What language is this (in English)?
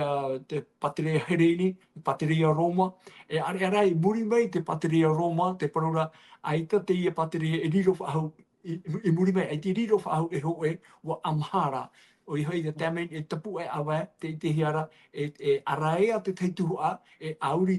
Tahitian